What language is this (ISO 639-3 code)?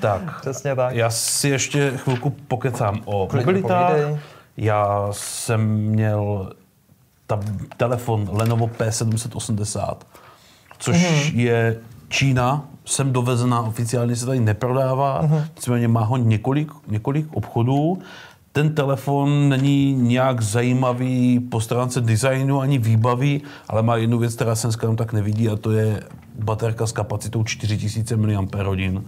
ces